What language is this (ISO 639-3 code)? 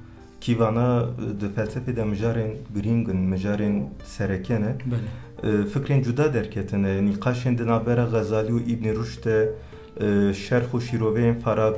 kur